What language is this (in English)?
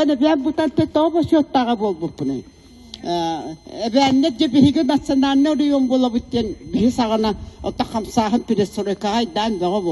Yakut